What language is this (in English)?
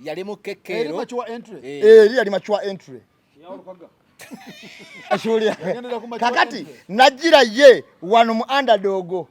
Ganda